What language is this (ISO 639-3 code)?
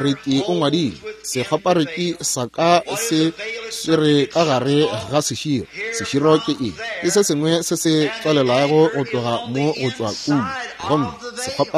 nso